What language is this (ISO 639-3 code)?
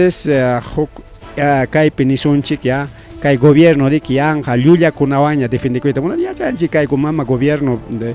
quy